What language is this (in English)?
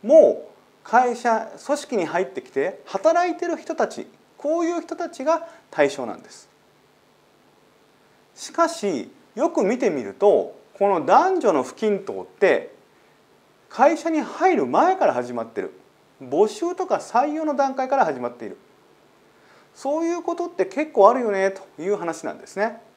Japanese